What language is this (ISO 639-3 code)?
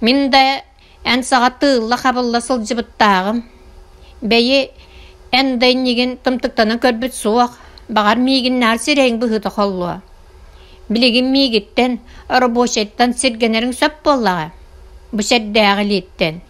sah